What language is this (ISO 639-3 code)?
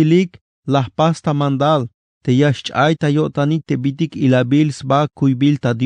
tzh